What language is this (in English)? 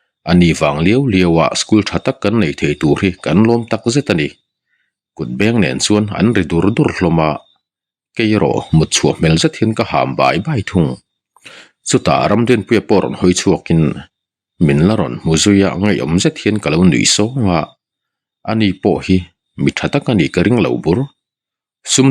Mizo